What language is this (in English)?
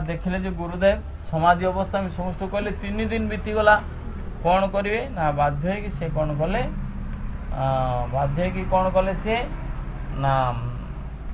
Odia